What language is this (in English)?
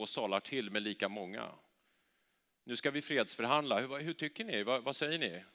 Swedish